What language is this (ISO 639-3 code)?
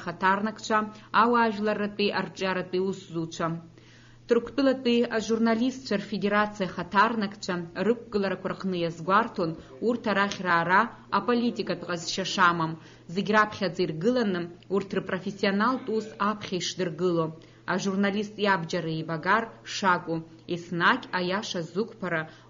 abk